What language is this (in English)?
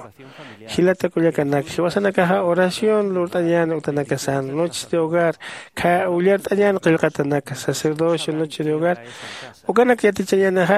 Aymara